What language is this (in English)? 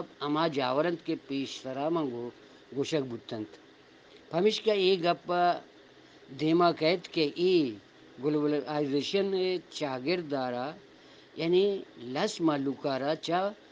Eastern Balochi